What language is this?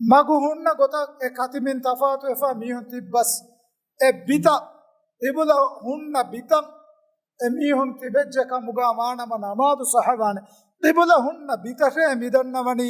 Divehi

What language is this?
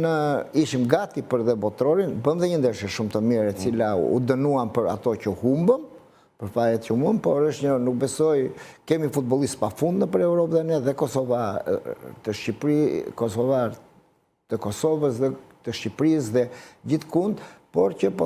Albanian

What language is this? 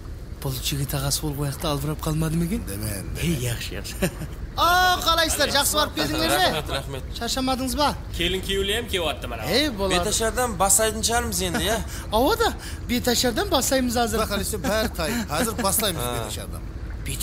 Kara-Kalpak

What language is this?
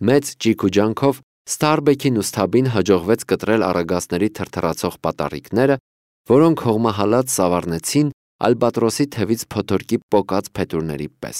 Armenian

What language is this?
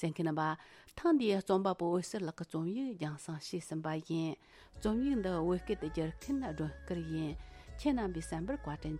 Tibetan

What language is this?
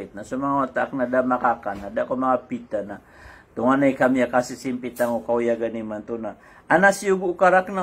Maranao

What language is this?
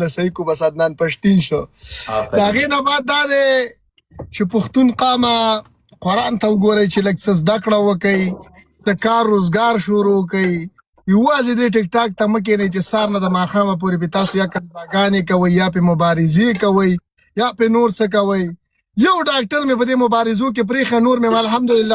Pashto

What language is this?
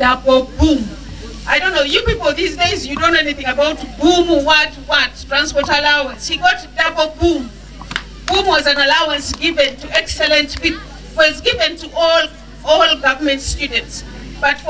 Nyankole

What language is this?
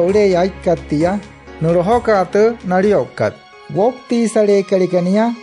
Wayuu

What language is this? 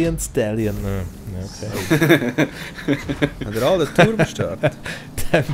Swiss German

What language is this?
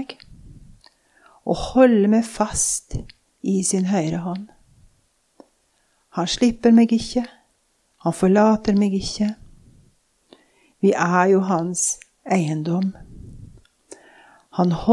Norwegian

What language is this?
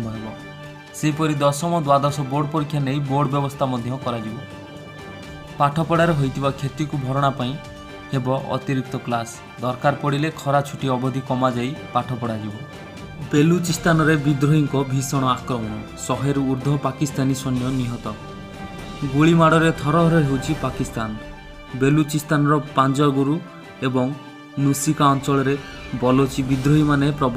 Odia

